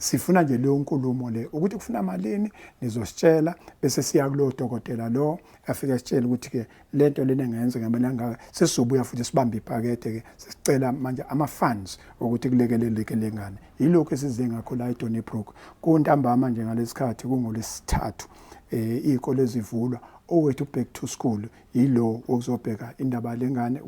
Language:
Zulu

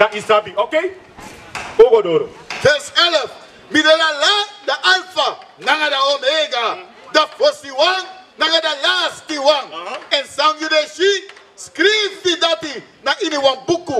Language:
Sranan Tongo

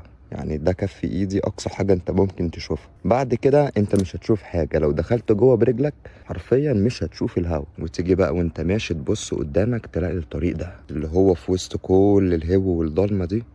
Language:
Egyptian Arabic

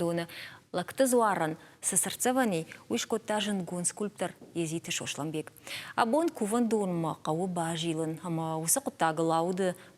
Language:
Ossetic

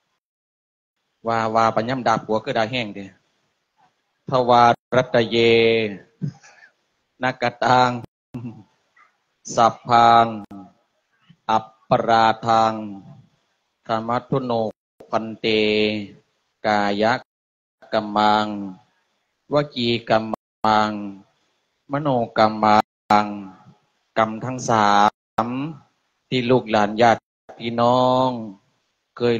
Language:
Thai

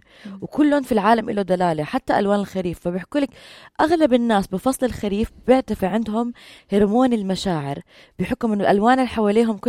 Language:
North Levantine Arabic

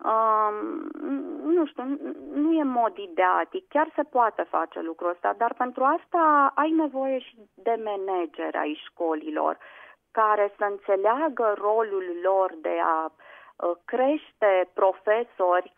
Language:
Romanian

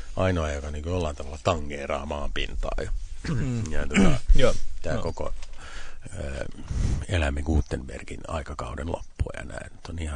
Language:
Finnish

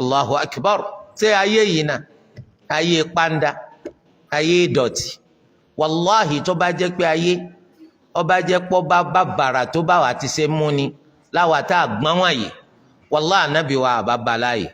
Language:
Yoruba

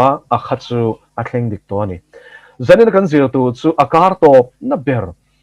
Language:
Mizo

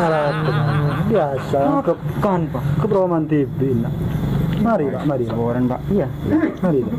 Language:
Madurese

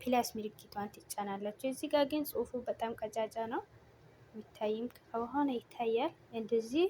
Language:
Amharic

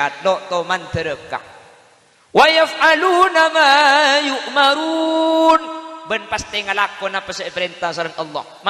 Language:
Madurese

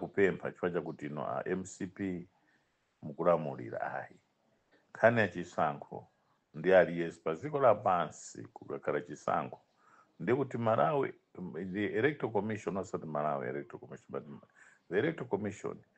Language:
Nyanja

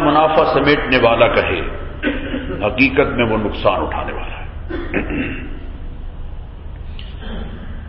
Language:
Urdu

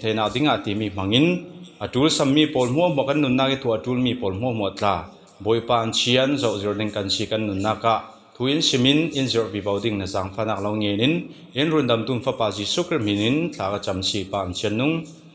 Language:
Falam Chin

